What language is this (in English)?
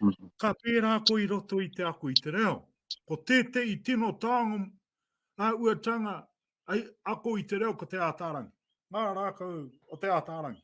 Māori